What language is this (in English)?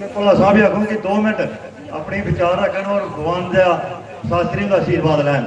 Dogri